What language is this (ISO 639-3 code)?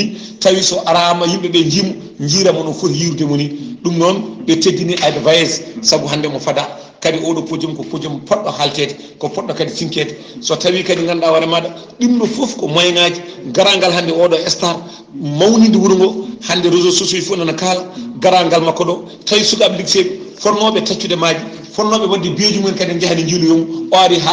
ful